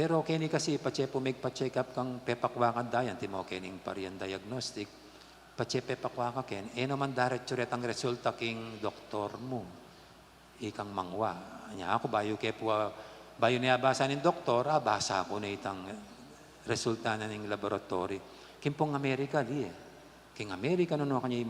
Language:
Pampanga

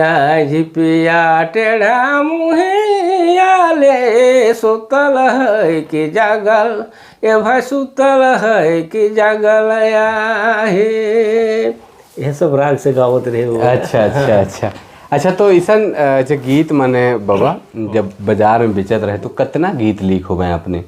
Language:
Sadri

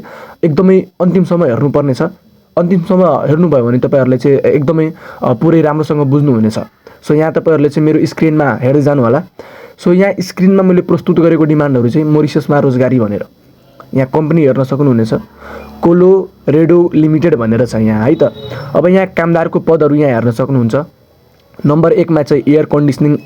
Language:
Nepali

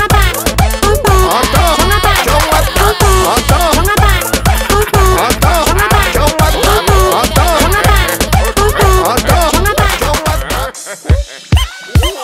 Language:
Kyrgyz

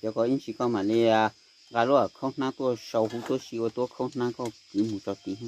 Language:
Hmong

